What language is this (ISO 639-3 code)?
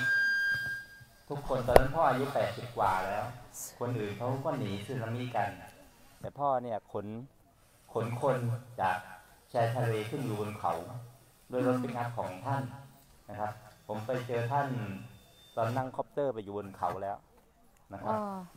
tha